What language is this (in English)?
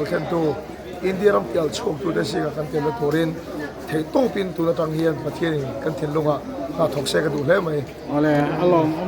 Hmar